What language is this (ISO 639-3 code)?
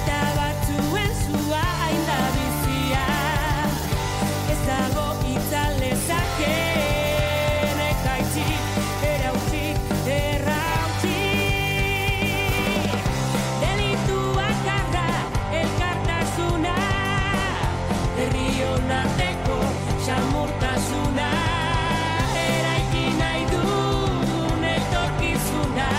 eus